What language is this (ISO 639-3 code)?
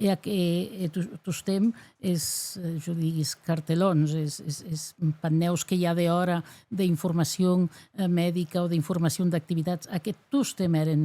oci